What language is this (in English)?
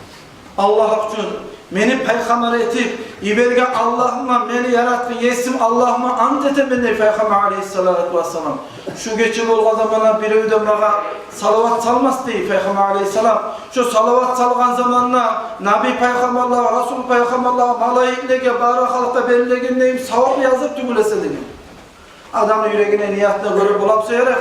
Kumyk